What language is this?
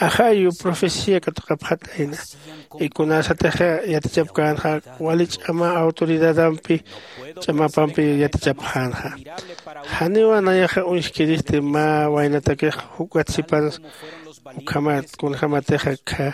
Aymara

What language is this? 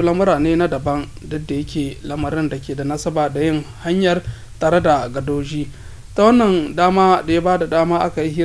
Hausa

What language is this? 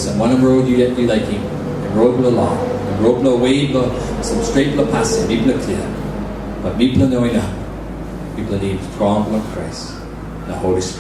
Tok Pisin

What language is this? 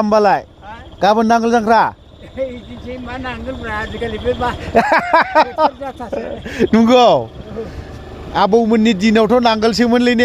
Bodo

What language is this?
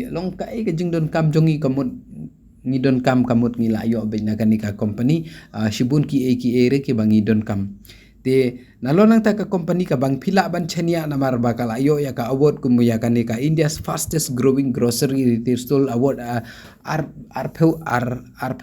Khasi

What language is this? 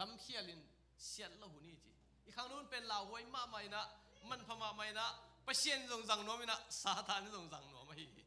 Tedim Chin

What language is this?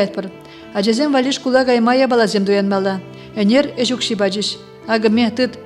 Chuvash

